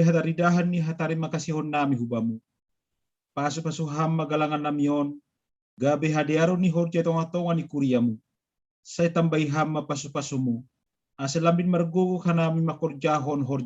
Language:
Batak Simalungun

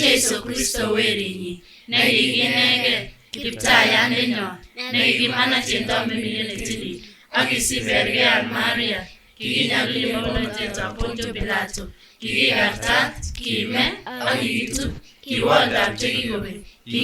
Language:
Kipsigis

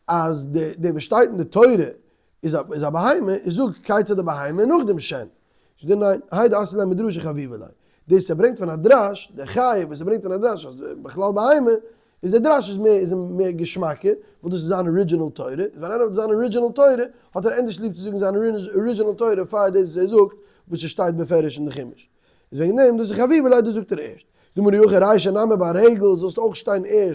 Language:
Yiddish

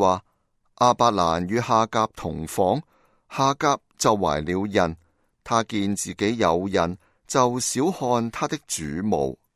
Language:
Cantonese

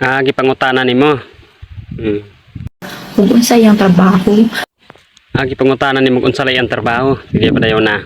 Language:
Cebuano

